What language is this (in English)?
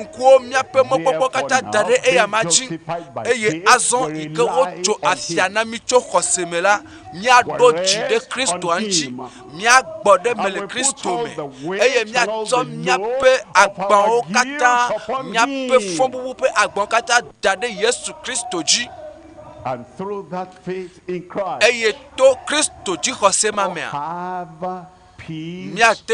Ewe